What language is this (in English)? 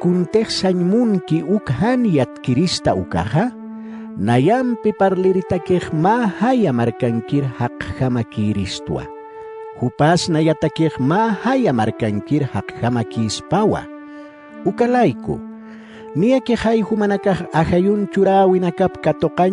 Aymara